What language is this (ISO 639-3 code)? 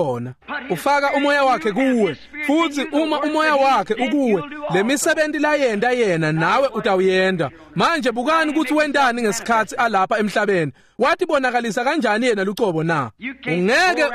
ssw